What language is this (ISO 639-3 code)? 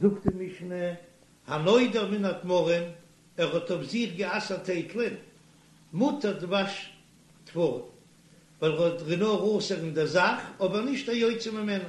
yid